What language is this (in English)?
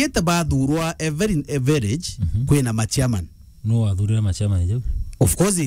Meru